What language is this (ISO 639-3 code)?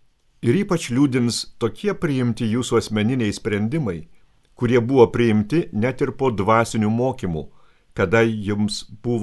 lit